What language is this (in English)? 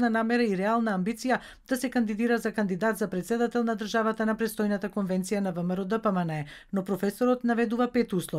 Macedonian